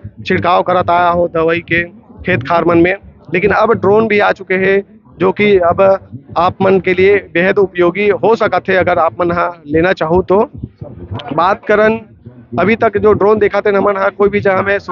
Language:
Chhattisgarhi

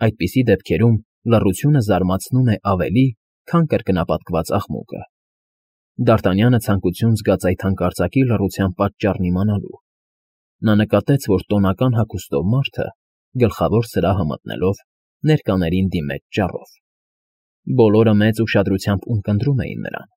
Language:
Armenian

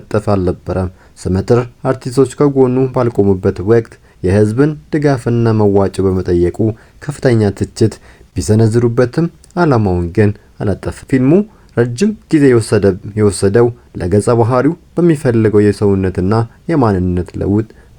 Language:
Amharic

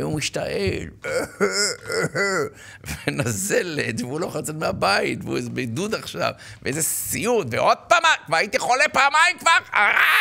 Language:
Hebrew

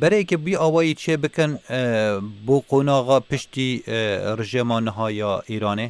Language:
Kurdish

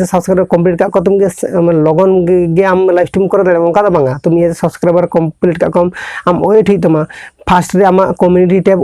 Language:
Santali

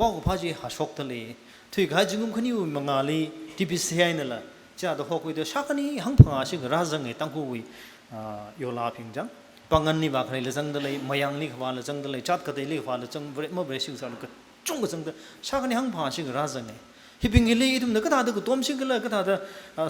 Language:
Tangkhul Naga (India)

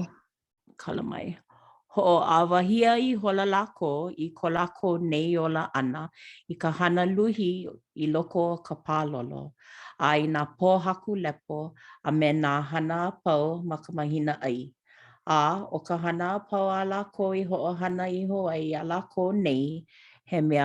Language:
Hawaiian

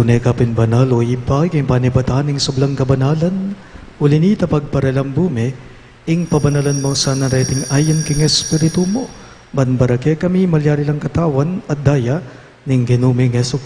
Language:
Pampanga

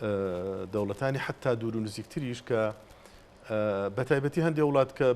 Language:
Central Kurdish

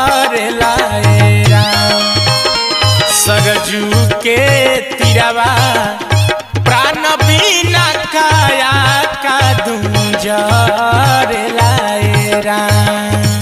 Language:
Bhojpuri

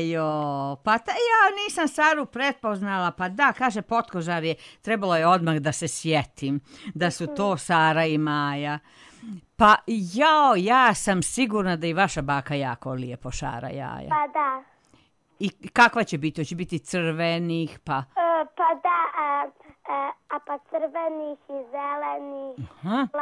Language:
Serbian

